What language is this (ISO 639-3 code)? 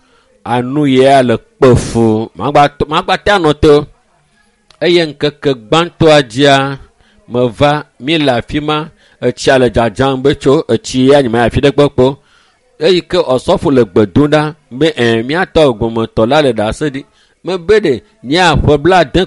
ewe